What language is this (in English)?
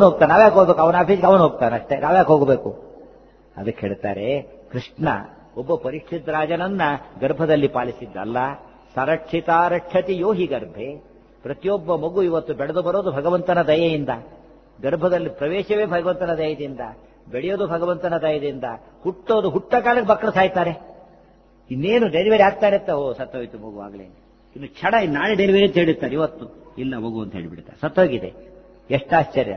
Kannada